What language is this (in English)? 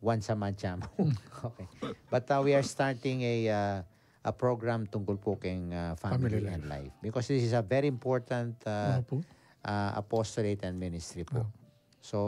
Pampanga